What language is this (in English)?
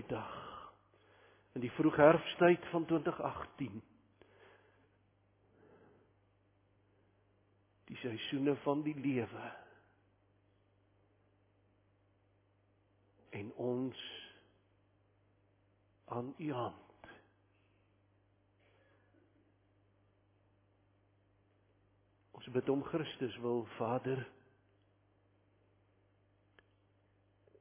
Afrikaans